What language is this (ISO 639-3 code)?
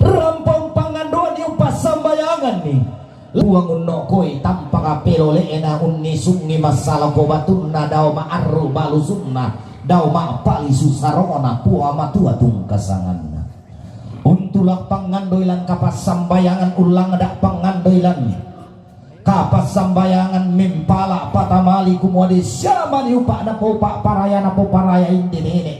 sda